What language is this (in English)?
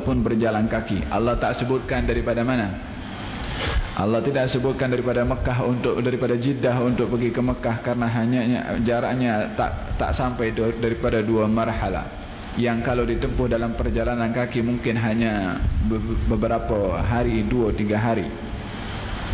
Malay